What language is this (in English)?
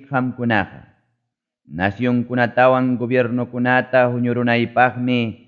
Ayacucho Quechua